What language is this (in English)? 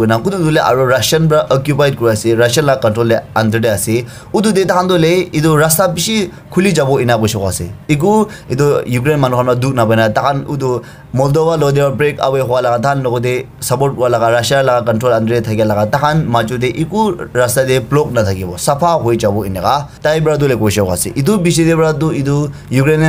Naga Pidgin